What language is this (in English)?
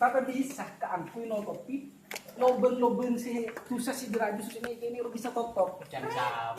Madurese